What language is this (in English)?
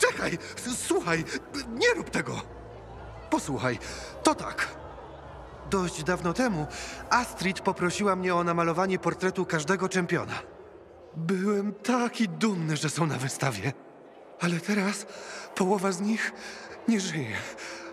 Polish